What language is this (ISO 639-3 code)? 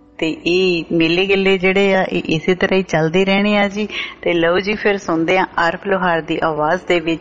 pan